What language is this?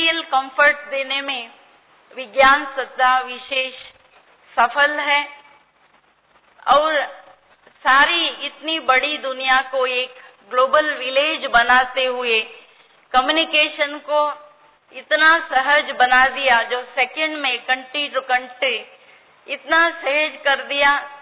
Hindi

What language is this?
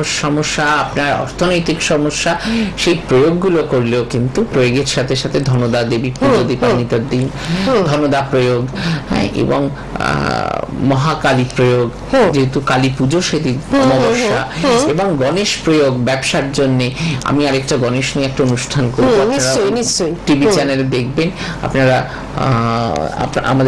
Bangla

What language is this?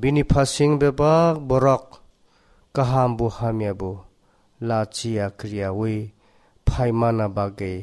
Kok Borok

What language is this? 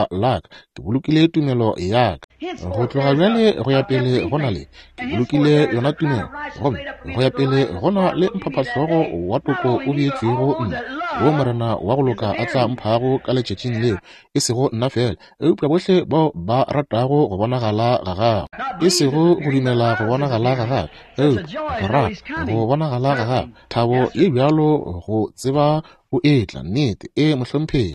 Northern Sotho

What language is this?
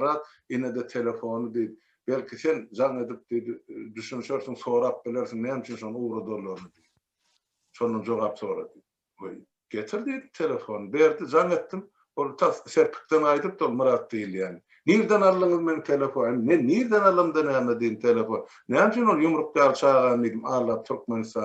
Turkmen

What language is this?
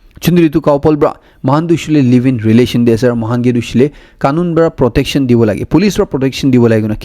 Naga Pidgin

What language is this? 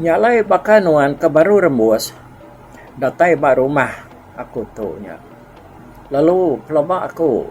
Iban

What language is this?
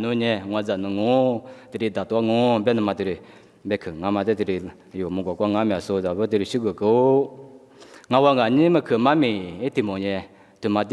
Lisu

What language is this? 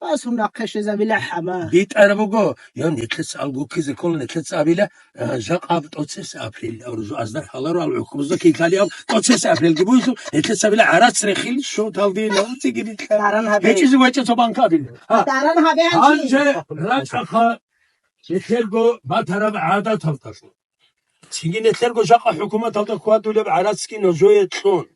Avaric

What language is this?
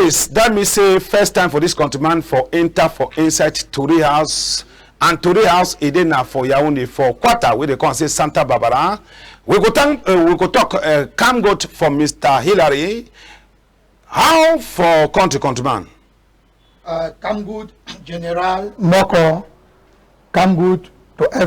Cameroon Pidgin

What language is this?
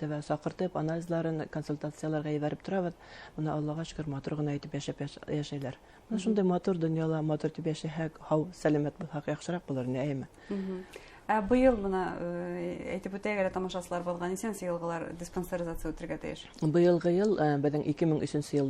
Bashkir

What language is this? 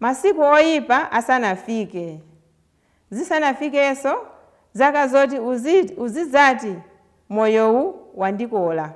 Nyanja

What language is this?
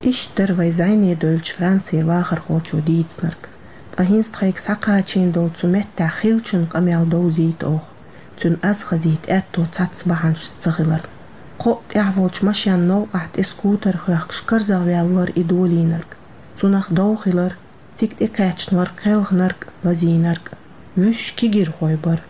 Chechen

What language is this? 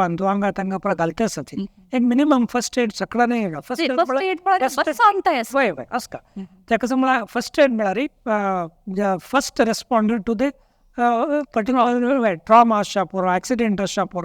Konkani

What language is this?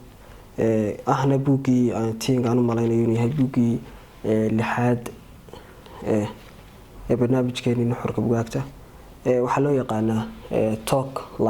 Somali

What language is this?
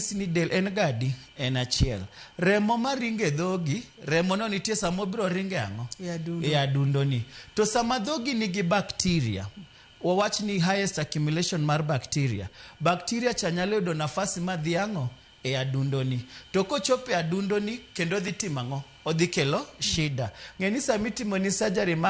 Luo (Kenya and Tanzania)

